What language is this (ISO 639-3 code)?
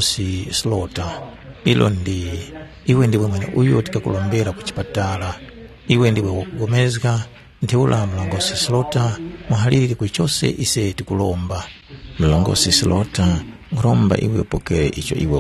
tum